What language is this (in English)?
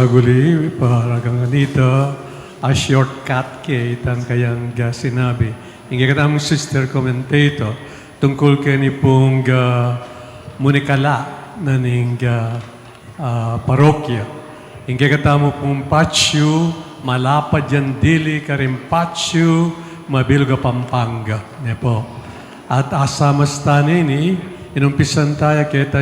Pampanga